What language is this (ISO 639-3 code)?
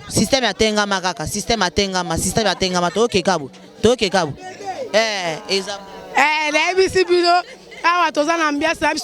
lin